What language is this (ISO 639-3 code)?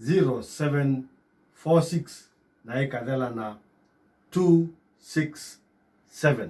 kam